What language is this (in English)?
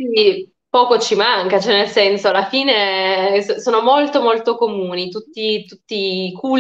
Italian